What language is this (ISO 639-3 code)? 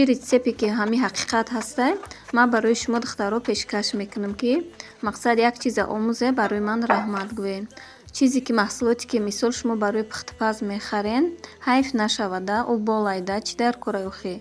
tgk